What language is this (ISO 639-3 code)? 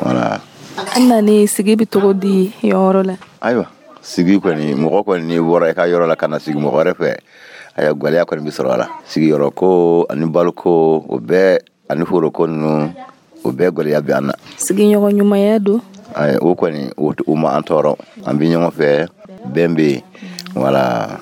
dyu